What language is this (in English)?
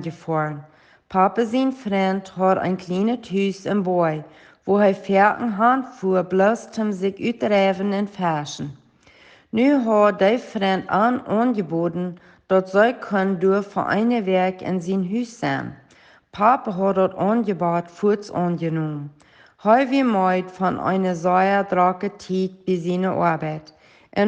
Plautdietsch